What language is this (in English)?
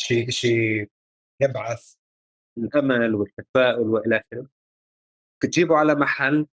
North Levantine Arabic